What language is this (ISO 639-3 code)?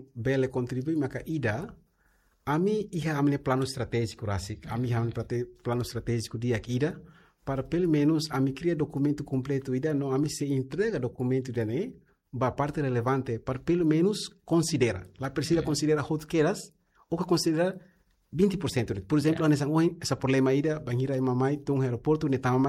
tet